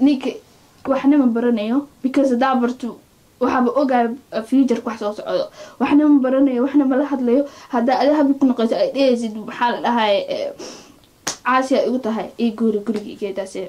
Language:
Somali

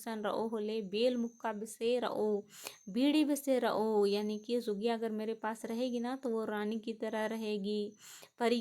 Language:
Kurukh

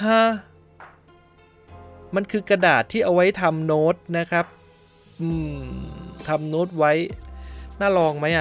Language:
Thai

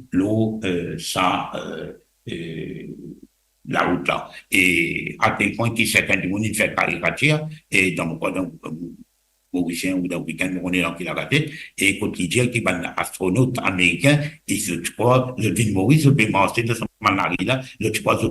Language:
Morisyen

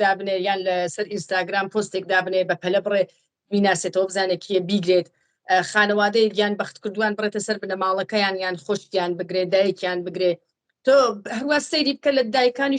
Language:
Central Kurdish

